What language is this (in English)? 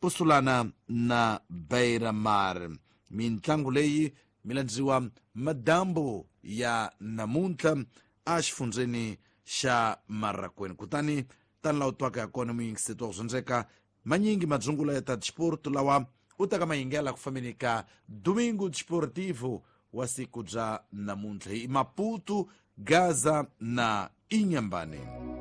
Tsonga